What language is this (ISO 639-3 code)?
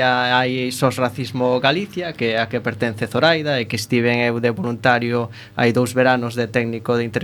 glg